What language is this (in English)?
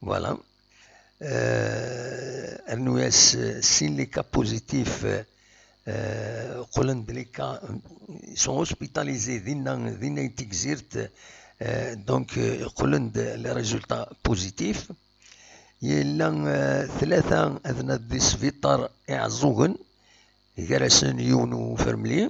Kabyle